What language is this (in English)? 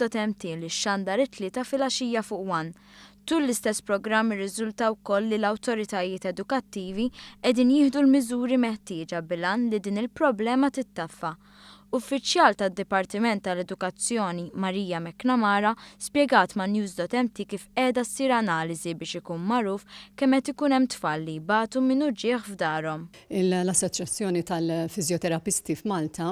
Maltese